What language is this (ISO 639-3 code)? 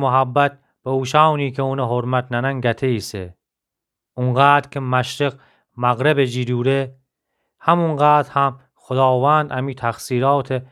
glk